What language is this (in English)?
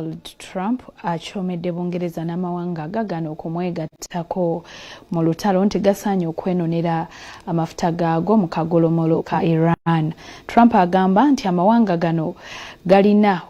Ganda